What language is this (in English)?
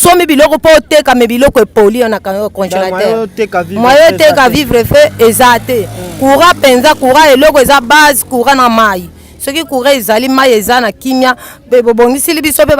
Lingala